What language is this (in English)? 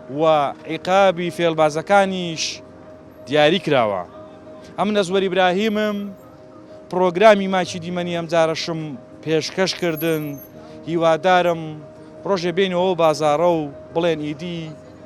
Central Kurdish